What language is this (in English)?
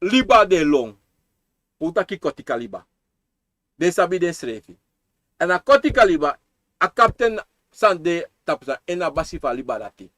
Sranan Tongo